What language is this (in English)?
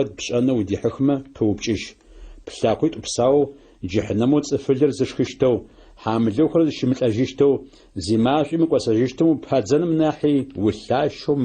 Adyghe